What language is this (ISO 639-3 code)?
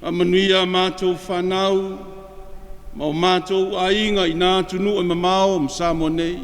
smo